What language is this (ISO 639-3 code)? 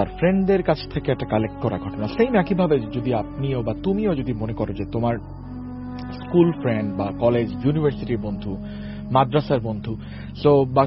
ben